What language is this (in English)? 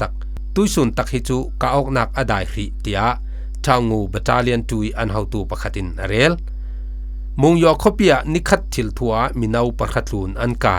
Falam Chin